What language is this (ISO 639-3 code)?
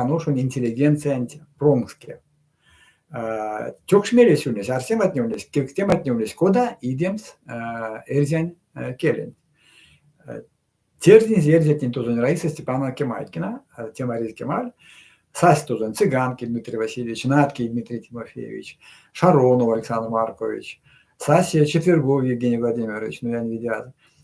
myv